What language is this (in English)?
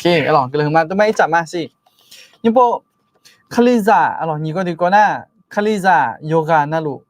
Akha